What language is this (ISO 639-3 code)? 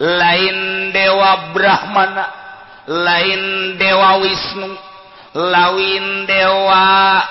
sun